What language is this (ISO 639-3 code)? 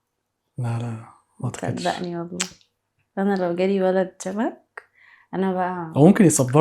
arz